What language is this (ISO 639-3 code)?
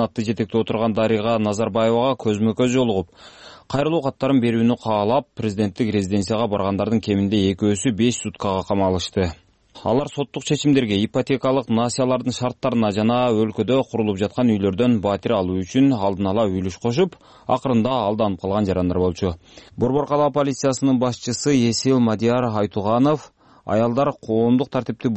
kir